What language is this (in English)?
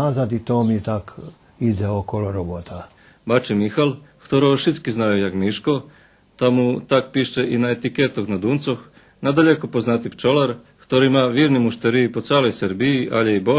Rusyn